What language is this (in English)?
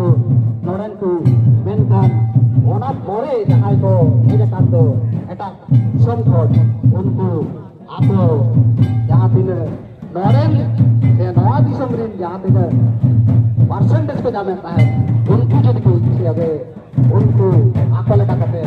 Santali